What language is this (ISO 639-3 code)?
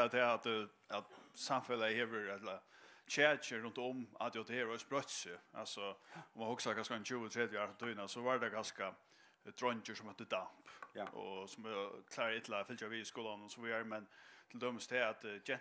fao